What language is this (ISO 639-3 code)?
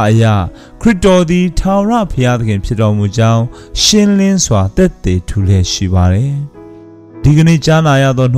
mya